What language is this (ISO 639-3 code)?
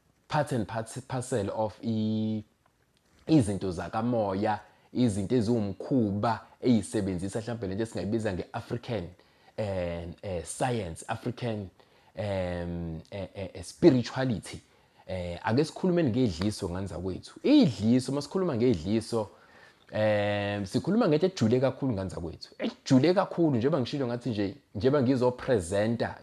zul